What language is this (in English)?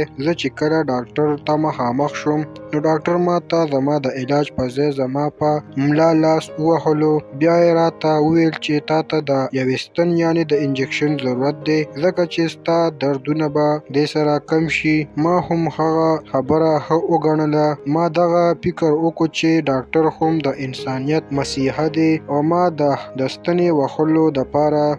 Pashto